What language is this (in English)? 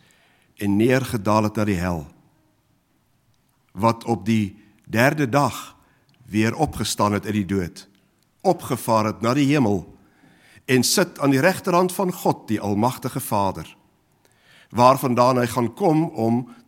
Afrikaans